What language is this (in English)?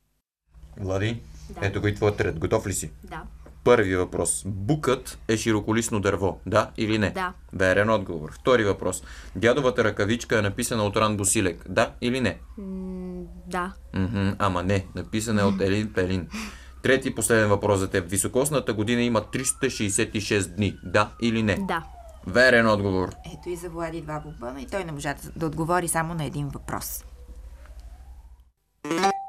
Bulgarian